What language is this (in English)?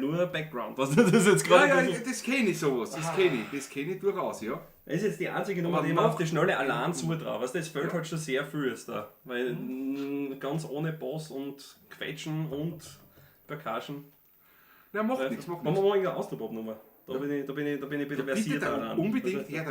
Bavarian